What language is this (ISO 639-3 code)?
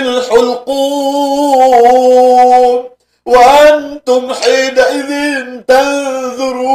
mrw